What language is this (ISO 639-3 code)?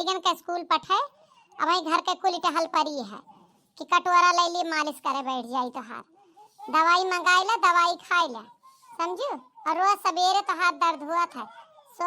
awa